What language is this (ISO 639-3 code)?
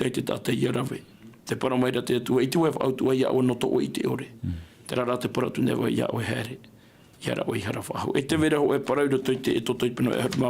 tah